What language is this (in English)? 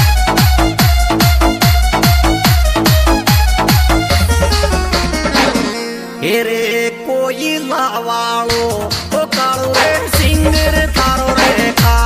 Rajasthani